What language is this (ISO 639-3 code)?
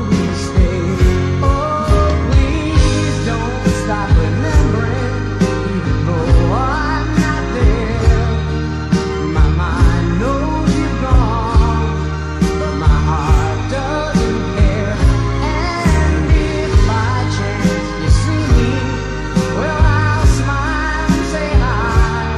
eng